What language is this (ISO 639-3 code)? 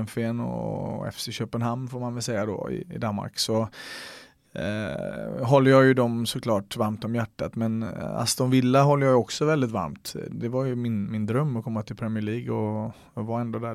swe